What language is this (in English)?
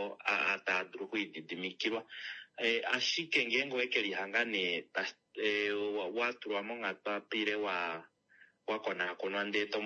Kuanyama